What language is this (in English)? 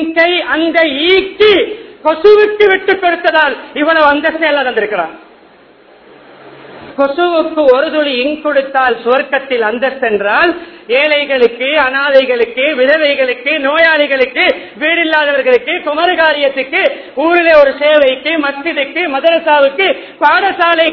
Tamil